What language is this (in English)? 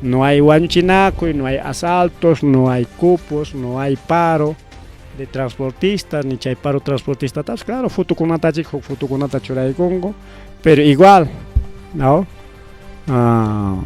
Ayacucho Quechua